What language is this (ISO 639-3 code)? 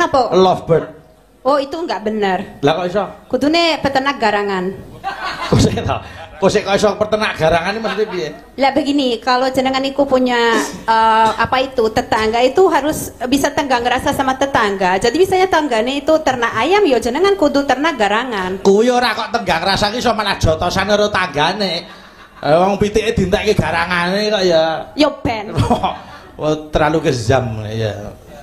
jav